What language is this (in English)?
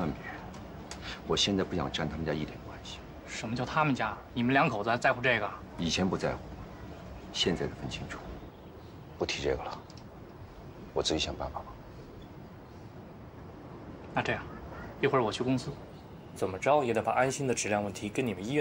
Chinese